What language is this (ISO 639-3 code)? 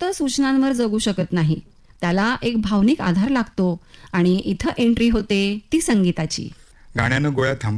mar